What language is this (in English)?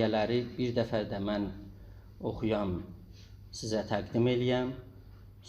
South Azerbaijani